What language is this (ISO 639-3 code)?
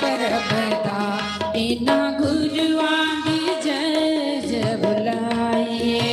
doi